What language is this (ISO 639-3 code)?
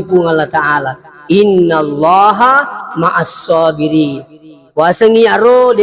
bug